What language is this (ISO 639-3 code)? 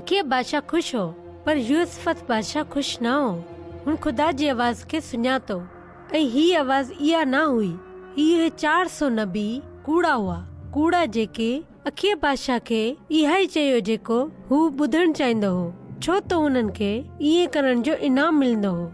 snd